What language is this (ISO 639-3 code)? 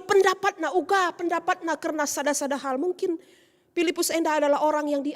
btx